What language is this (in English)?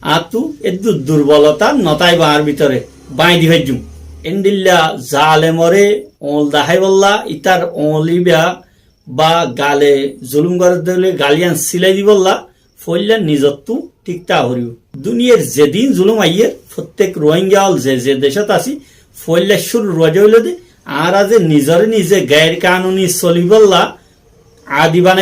Rohingya